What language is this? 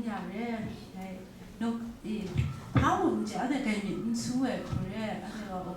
Kachin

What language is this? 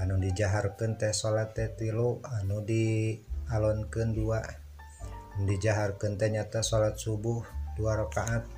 Sundanese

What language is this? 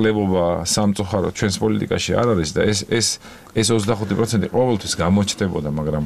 Georgian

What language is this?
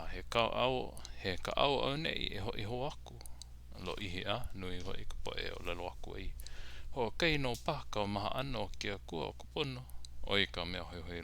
Hawaiian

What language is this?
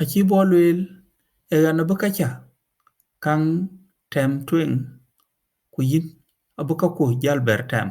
Dinka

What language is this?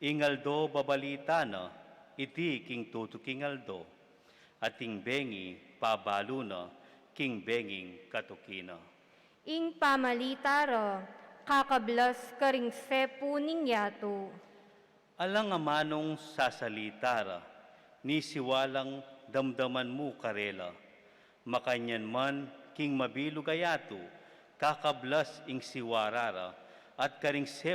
Pampanga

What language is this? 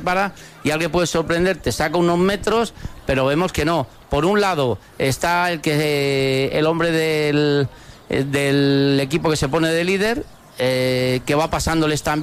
Spanish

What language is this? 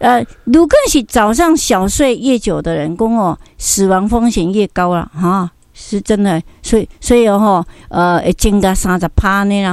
Min Nan Chinese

